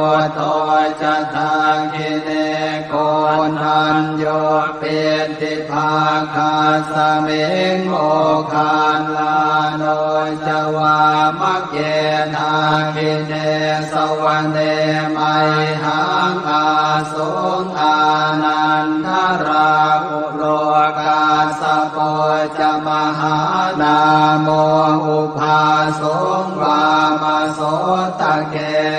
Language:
Pali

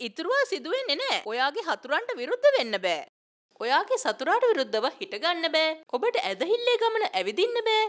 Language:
Sinhala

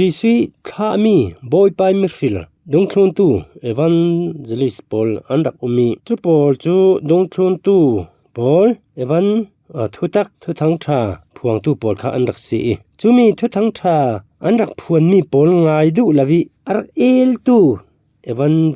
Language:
Falam Chin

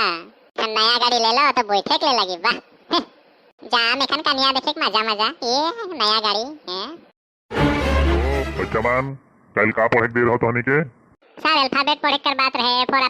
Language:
Sadri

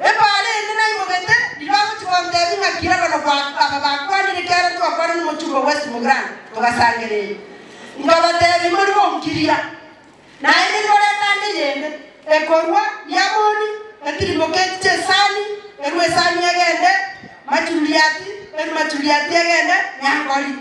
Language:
Gusii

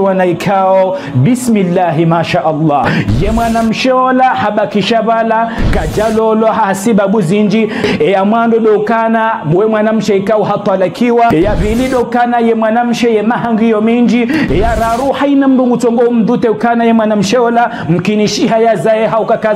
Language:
Ngazidja Comorian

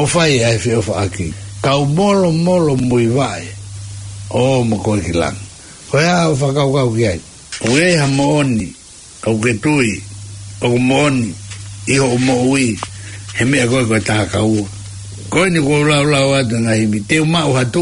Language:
Tongan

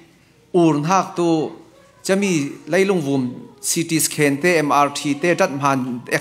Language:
Falam Chin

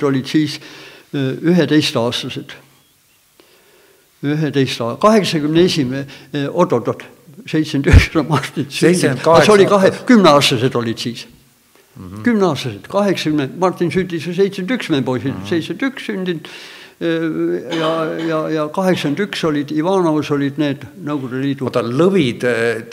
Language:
Estonian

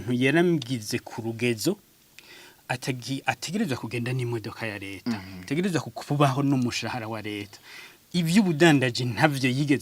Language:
Rundi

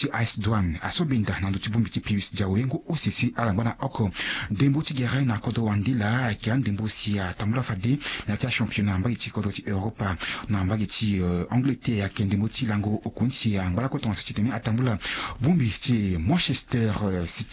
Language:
Sango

